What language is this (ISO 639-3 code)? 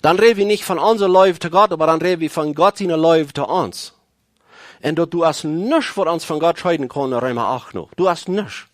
pdt